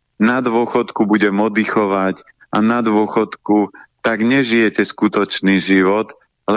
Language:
Slovak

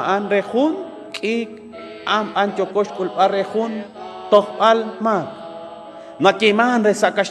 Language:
Kekchí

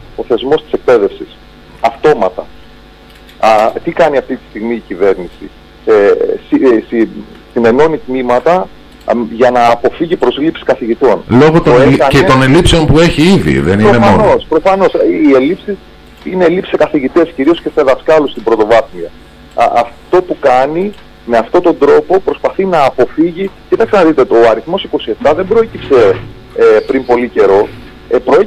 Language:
Greek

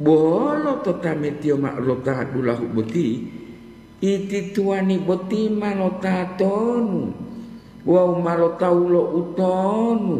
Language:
Gorontalo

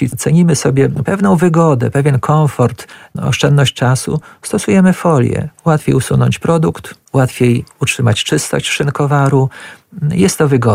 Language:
Polish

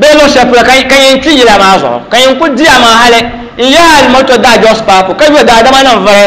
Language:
Dagbani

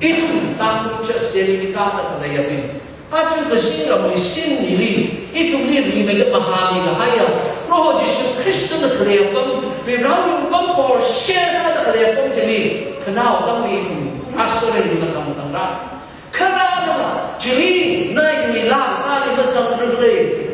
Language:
Tangkhul Naga (India)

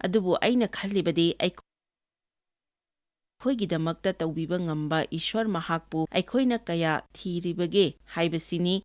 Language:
Manipuri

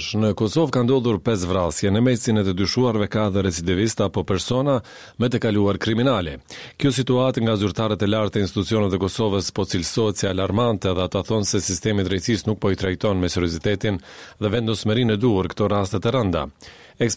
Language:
Albanian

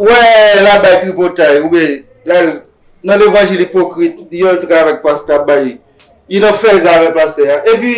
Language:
Haitian Creole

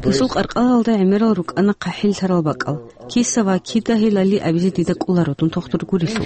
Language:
Avaric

